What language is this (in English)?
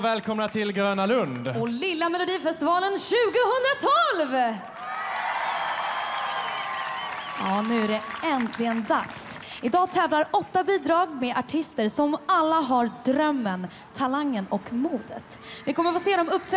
Swedish